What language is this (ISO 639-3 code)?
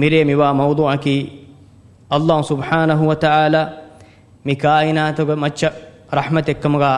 div